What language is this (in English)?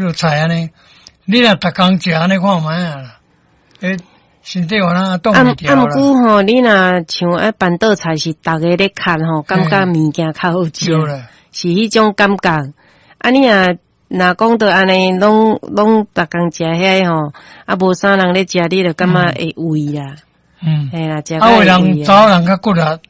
Min Nan Chinese